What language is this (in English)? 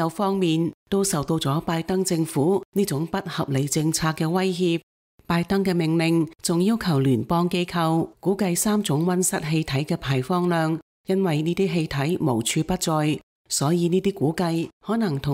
Cantonese